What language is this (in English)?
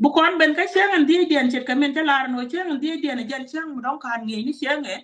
Nuer